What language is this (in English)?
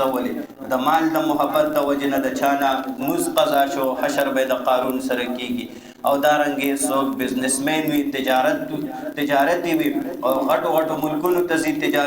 Pashto